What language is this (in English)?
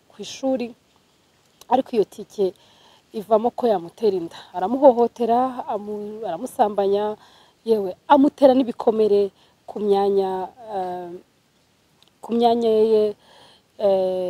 Kinyarwanda